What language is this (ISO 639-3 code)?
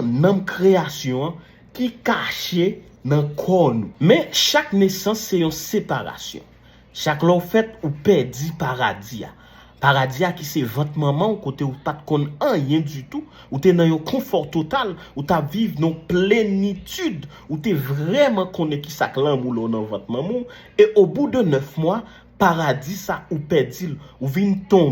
hat